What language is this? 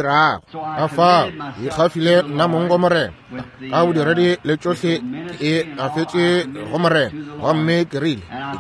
Northern Sotho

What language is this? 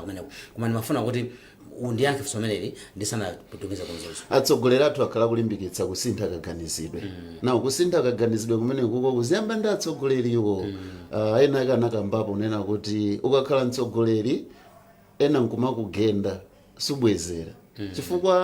Nyanja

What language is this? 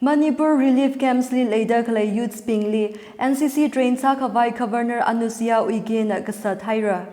Tangkhul Naga (India)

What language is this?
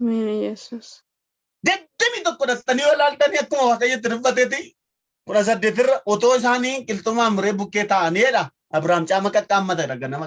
Oromo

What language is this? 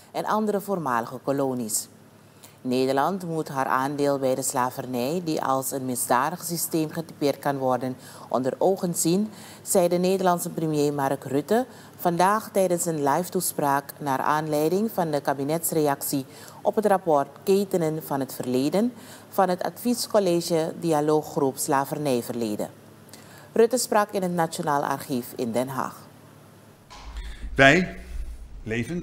Dutch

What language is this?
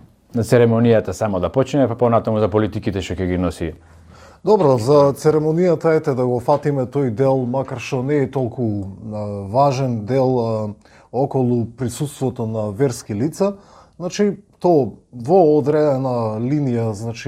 Macedonian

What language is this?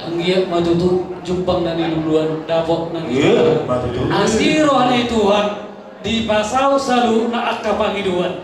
Batak Toba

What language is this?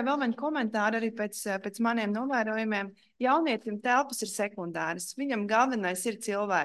Latvian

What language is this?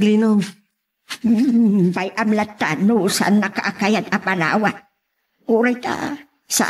Iloko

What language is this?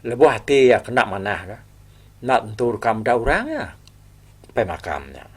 Iban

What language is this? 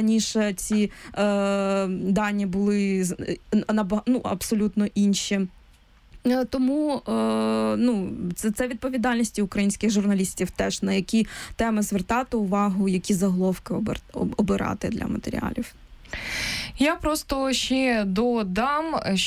Ukrainian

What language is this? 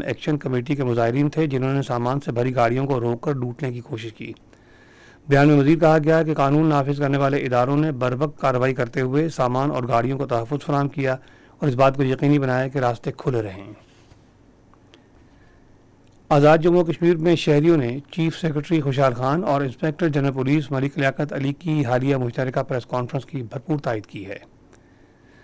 Urdu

